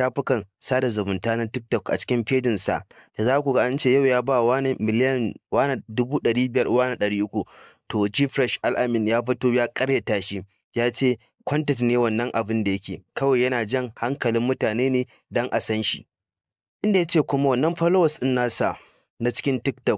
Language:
Hausa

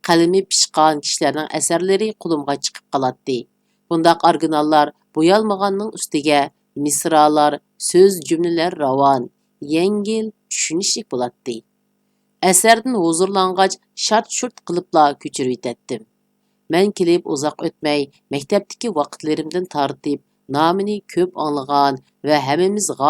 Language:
Uyghur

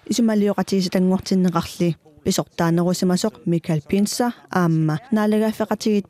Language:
Kalaallisut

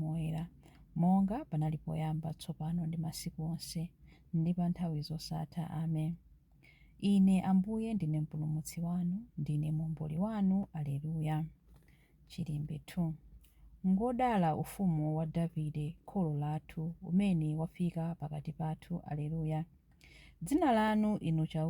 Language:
Nyanja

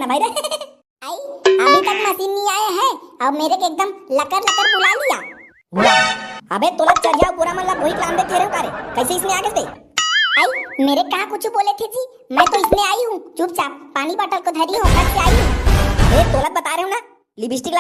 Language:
Chhattisgarhi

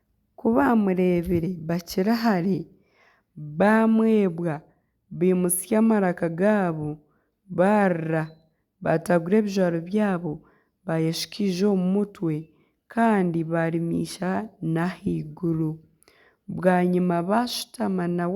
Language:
Nyankole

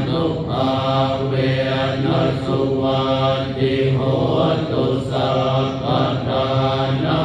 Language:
Pali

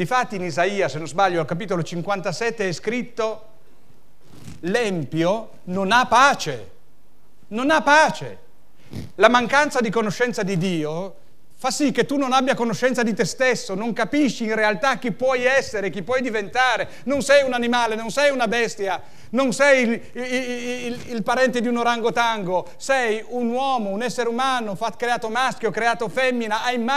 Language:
Italian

